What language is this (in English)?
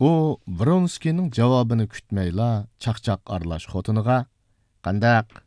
Uyghur